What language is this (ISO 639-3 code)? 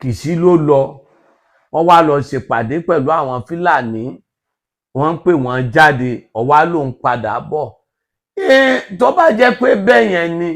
yor